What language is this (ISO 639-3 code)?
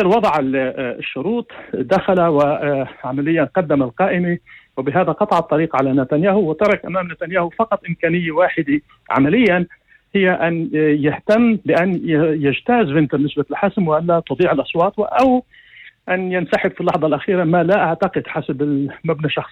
apc